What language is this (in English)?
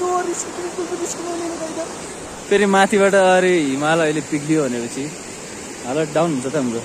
Nepali